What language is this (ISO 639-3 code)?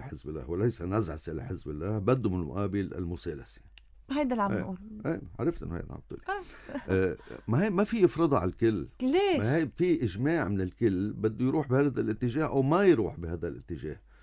apc